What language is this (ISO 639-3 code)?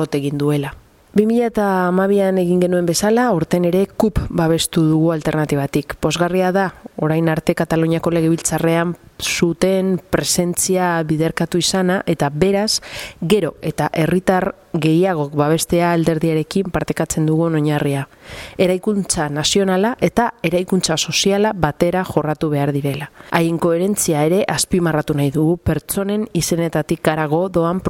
eus